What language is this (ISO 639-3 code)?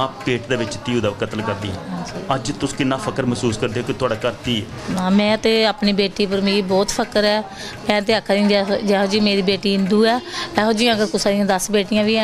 doi